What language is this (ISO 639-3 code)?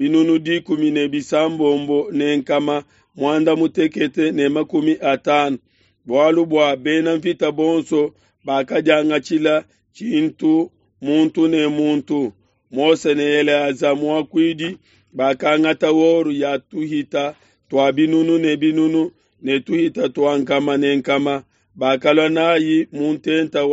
lua